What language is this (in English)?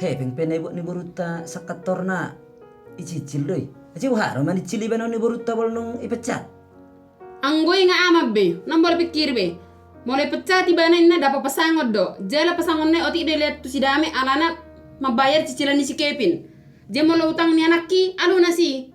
Batak Toba